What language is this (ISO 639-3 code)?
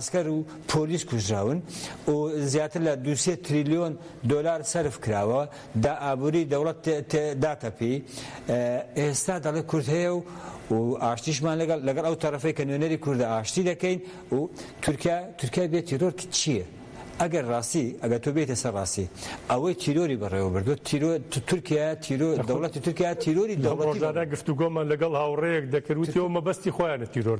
ckb